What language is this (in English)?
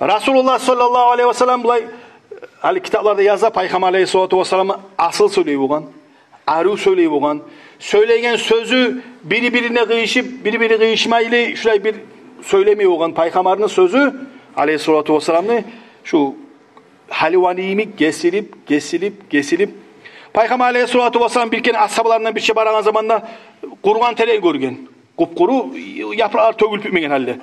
Kumyk